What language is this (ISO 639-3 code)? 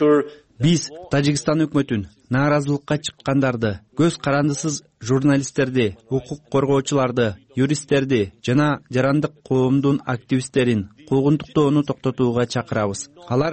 kir